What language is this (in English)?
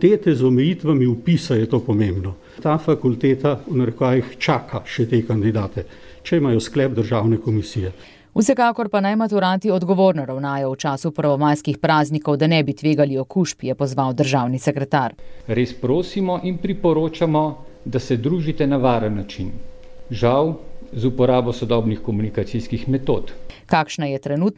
Slovenian